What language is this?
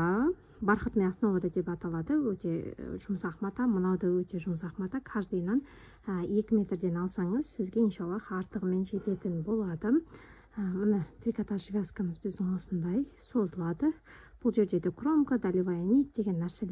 Kazakh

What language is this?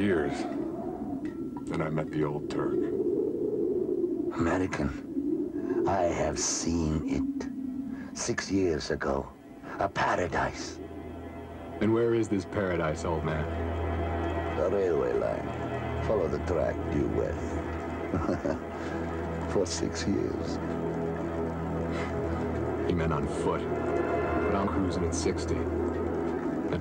English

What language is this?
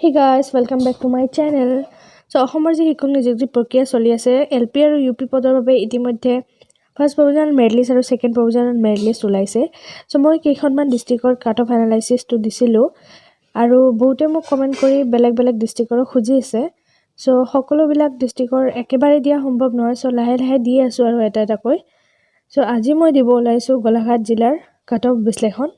Assamese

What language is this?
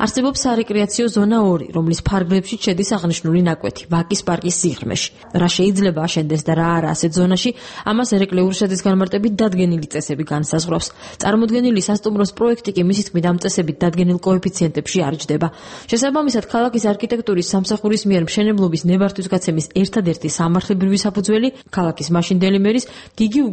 Georgian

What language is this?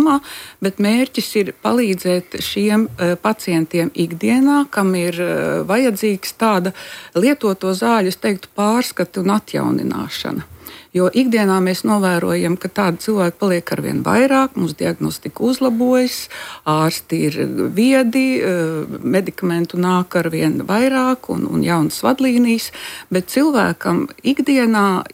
Latvian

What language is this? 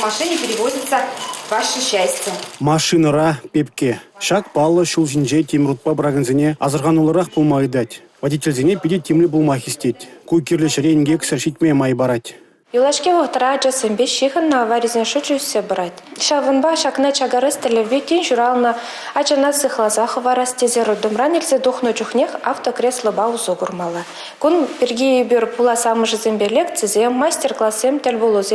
Chuvash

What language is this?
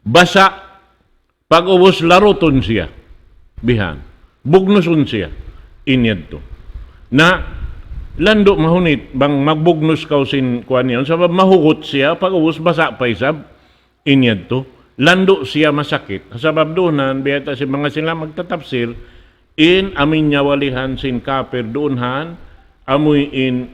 Tausug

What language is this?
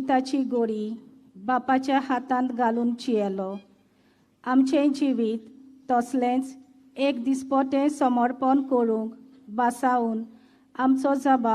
Konkani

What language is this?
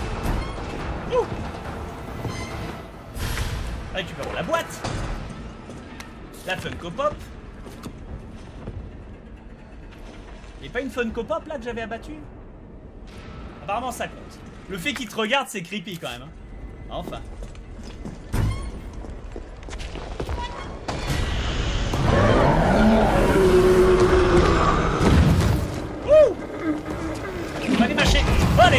French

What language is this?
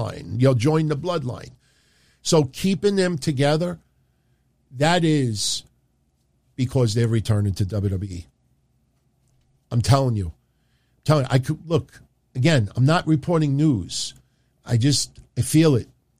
English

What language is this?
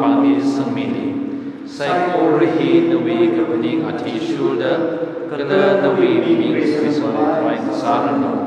Tangkhul Naga (India)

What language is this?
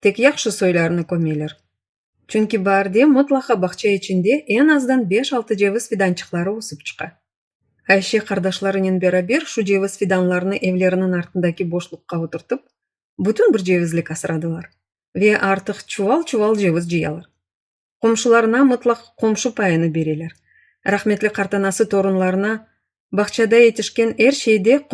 Crimean Tatar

